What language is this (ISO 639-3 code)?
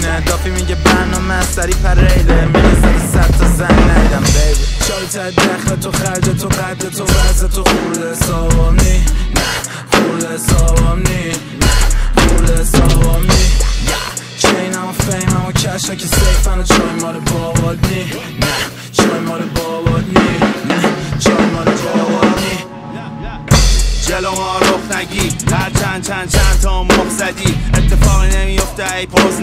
fas